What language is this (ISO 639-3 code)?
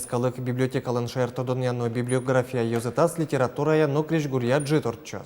udm